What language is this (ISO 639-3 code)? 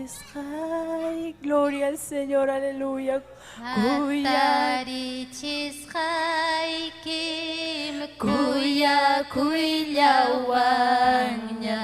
quy